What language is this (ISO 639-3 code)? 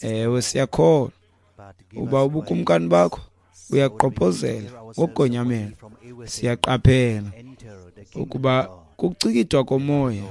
xho